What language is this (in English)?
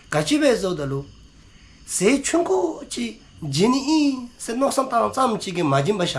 Dzongkha